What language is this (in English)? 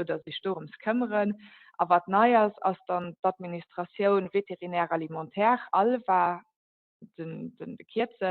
Luxembourgish